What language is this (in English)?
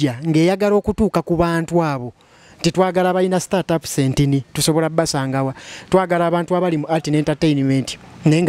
Ganda